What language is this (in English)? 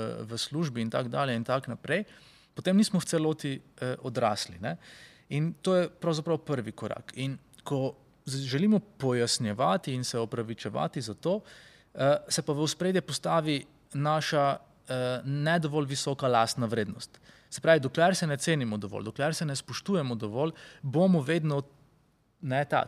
Slovenian